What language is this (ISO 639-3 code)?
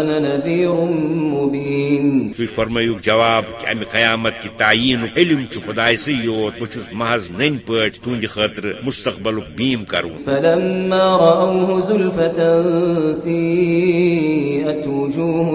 kas